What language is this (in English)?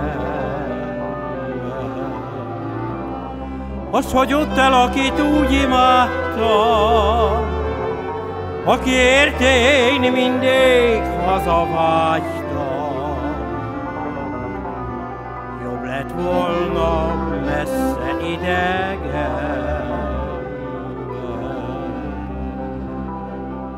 Hungarian